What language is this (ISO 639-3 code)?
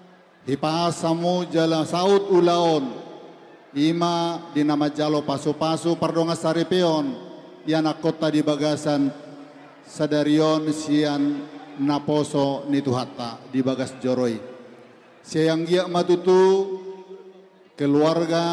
bbc